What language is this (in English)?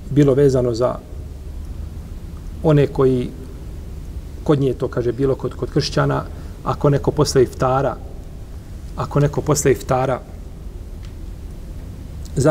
Bosnian